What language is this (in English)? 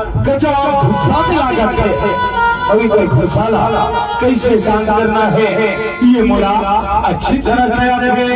Chhattisgarhi